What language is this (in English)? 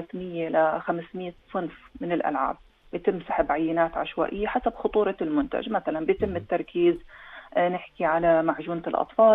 North Levantine Arabic